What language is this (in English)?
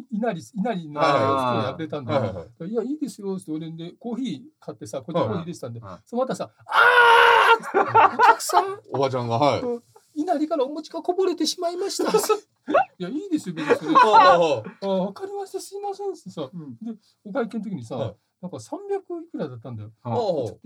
Japanese